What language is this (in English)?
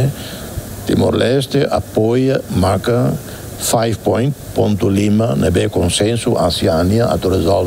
Tetum